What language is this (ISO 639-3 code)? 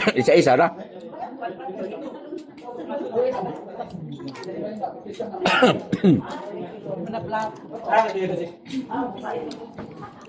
ceb